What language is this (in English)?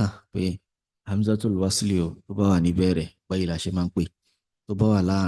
Yoruba